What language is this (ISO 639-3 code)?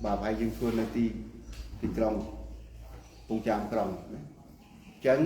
khm